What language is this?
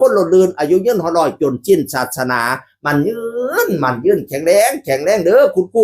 Northeastern Thai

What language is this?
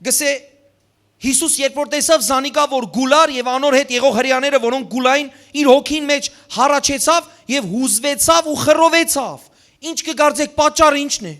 Western Armenian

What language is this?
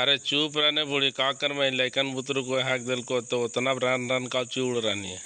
Magahi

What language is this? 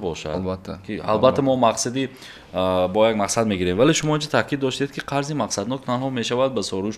Tajik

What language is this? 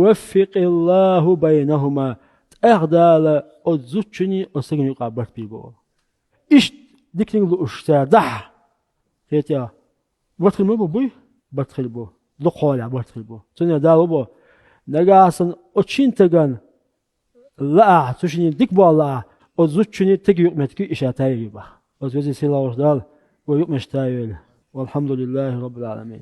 Chechen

